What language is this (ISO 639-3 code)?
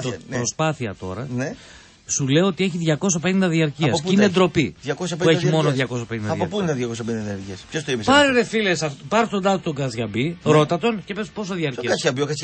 ell